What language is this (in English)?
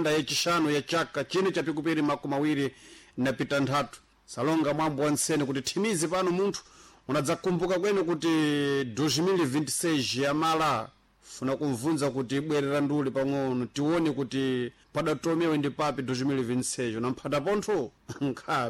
Sena